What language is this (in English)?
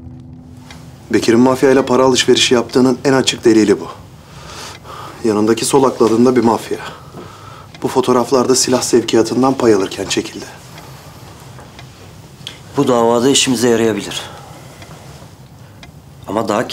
Turkish